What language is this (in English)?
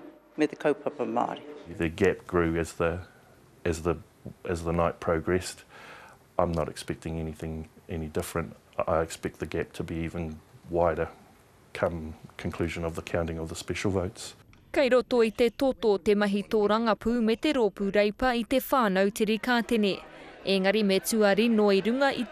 Māori